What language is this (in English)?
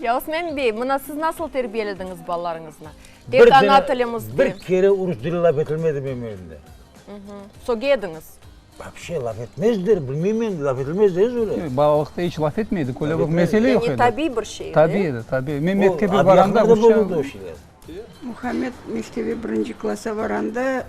Crimean Tatar